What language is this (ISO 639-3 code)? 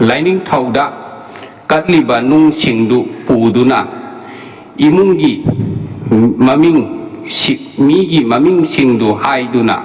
mni